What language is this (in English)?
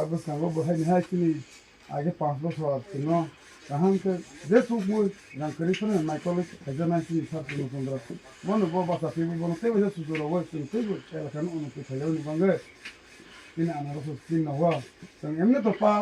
Kok Borok